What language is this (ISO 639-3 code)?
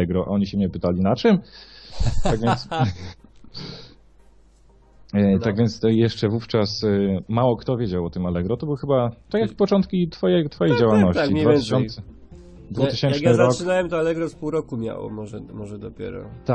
pol